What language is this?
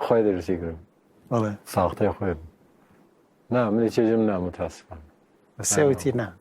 Kurdish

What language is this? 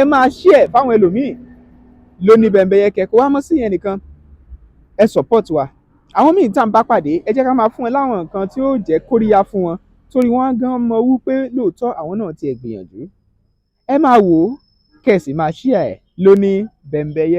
Yoruba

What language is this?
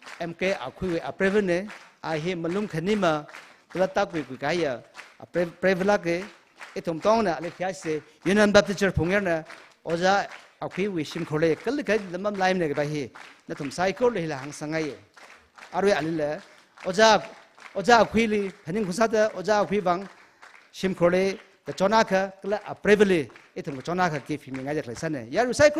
Tangkhul Naga (India)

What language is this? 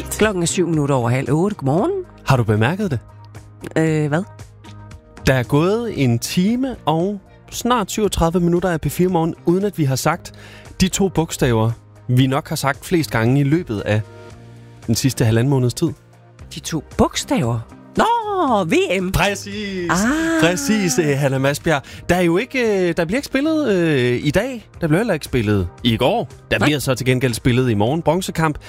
Danish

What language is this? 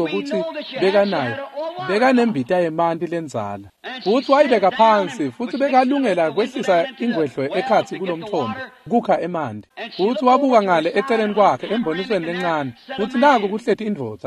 Swati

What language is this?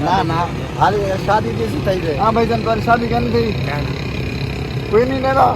Saraiki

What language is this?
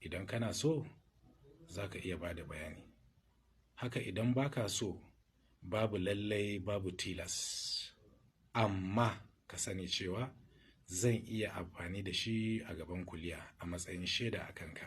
Hausa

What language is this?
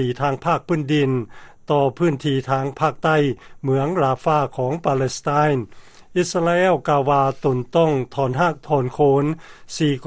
Lao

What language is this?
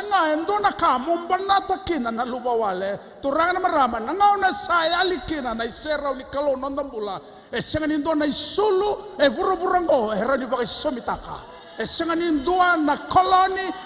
Fijian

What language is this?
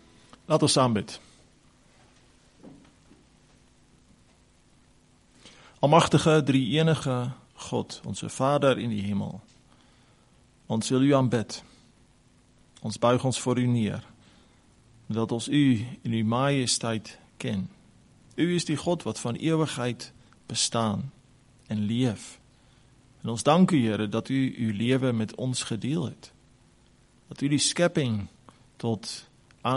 Afrikaans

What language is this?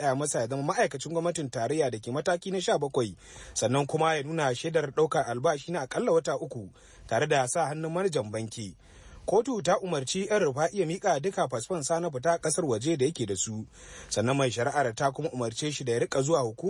Hausa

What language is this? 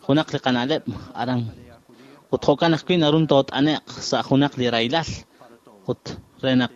Kekchí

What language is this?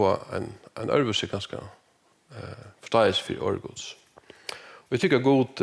Faroese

